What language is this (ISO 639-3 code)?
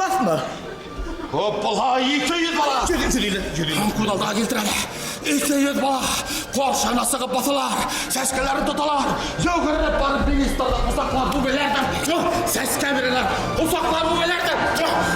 bak